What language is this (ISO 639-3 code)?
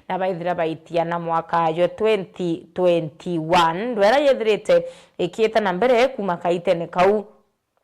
mer